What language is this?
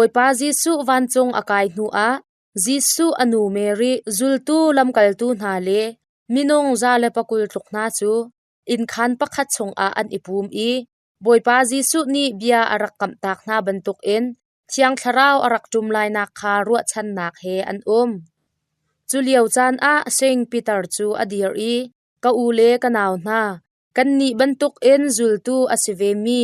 Hakha Chin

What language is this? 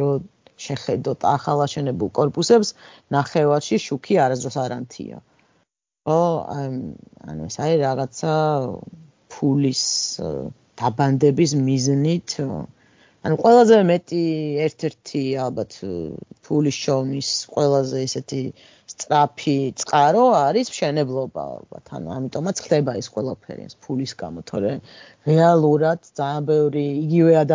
Georgian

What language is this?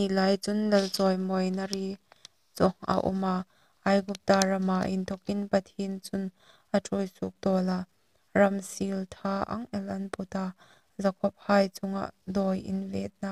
Hmar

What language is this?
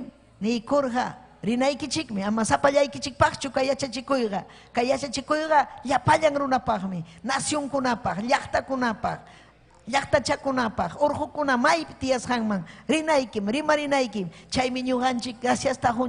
Ayacucho Quechua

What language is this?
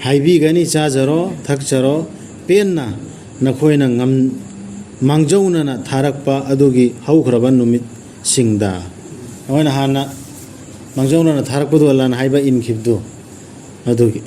Manipuri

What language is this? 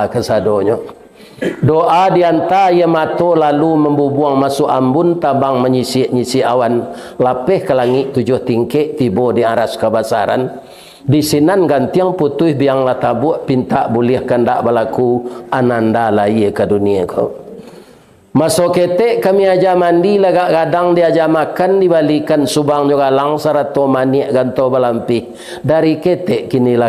Minangkabau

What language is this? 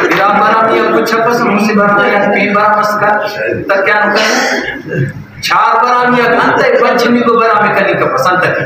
Brahui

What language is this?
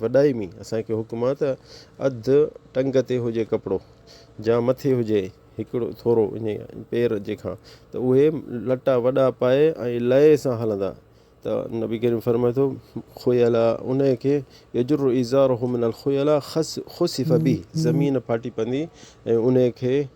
Sindhi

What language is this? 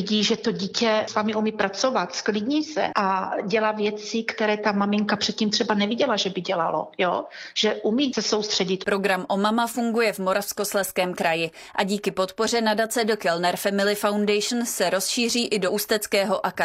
Czech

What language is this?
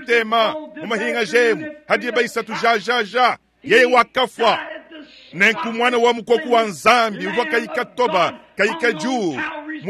Luba-Lulua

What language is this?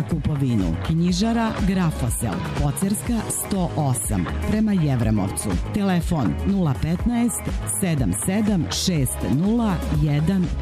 Serbian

